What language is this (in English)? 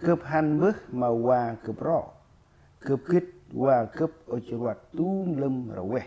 Central Mnong